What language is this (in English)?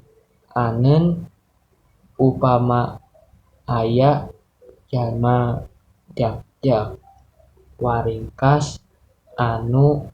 Sundanese